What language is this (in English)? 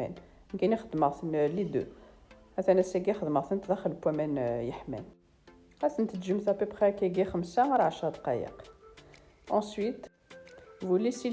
Kabyle